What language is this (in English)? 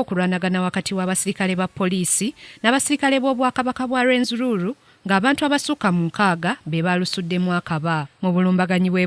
Ganda